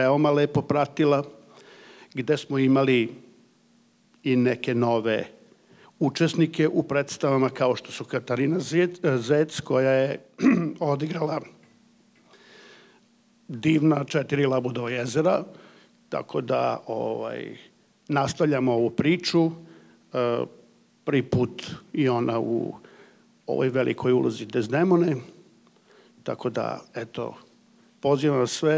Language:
Serbian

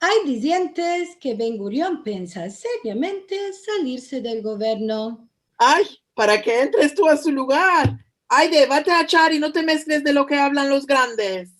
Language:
Ladino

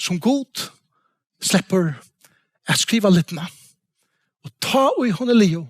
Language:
Faroese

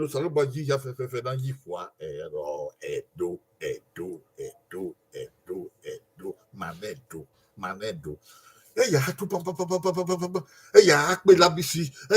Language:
Bini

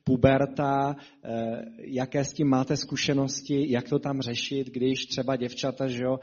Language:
Czech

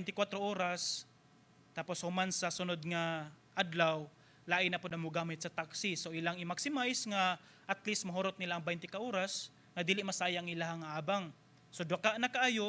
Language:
Cebuano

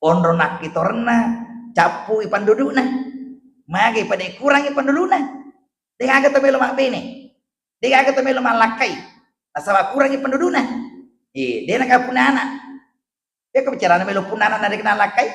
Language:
Buginese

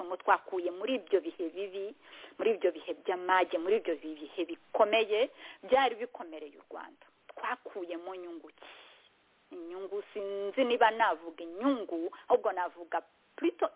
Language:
Kinyarwanda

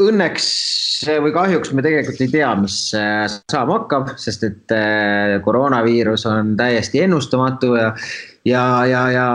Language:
Estonian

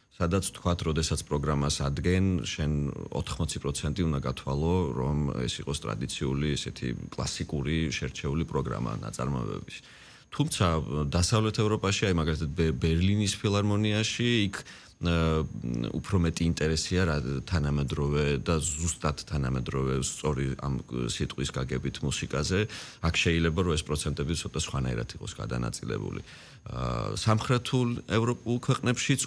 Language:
Georgian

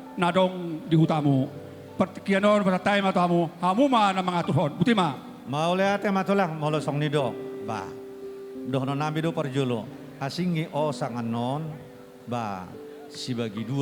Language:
Batak Toba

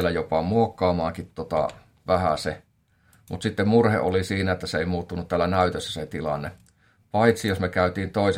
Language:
Finnish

